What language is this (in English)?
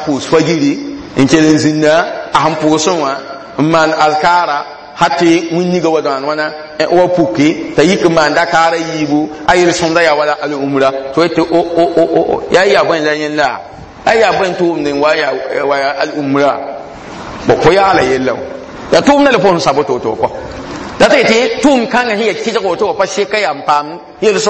Mossi